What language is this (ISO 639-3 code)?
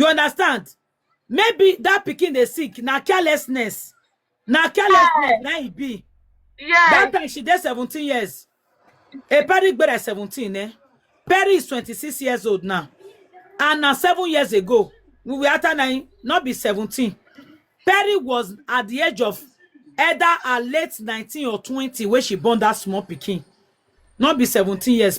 pcm